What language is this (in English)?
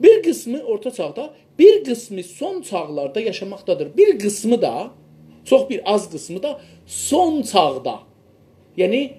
South Azerbaijani